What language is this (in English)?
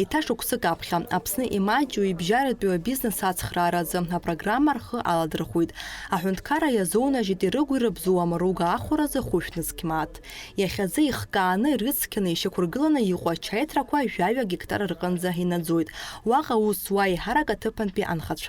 Abkhazian